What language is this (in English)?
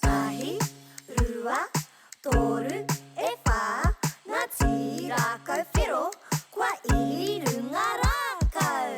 Māori